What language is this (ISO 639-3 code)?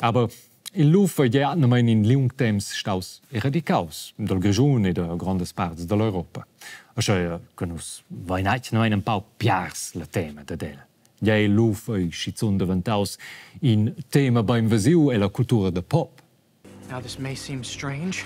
roh